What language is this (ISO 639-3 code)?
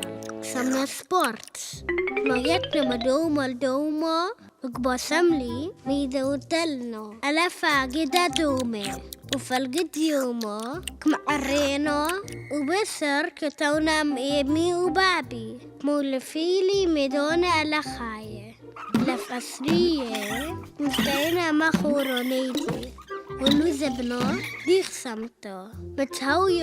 tru